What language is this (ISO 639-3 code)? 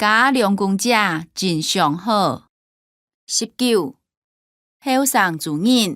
hak